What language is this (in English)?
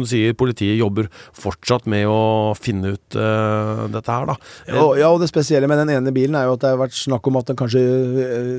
Norwegian